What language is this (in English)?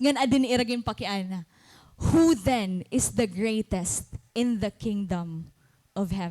Waray